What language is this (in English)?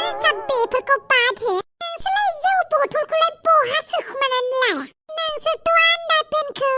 Bodo